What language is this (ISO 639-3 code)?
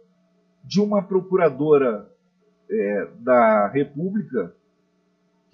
por